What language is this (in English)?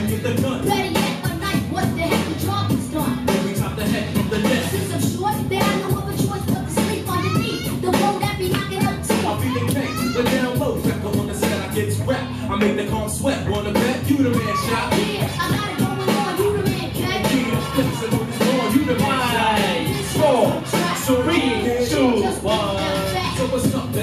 English